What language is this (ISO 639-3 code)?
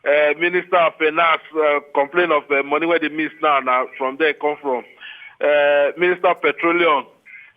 pcm